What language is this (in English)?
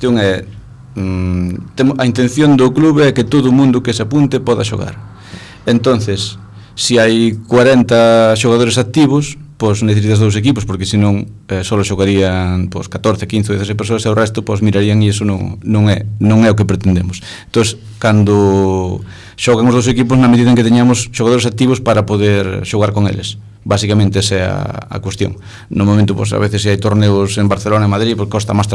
Galician